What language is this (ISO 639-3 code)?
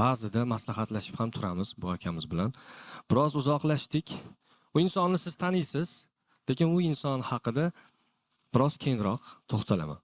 uzb